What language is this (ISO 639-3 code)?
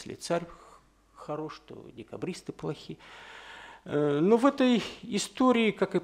rus